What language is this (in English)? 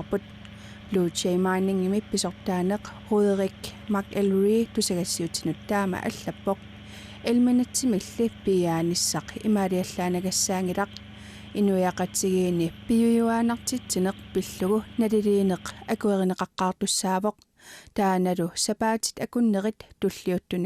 Kalaallisut